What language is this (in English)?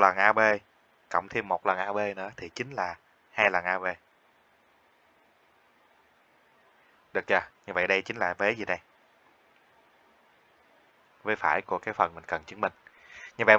Vietnamese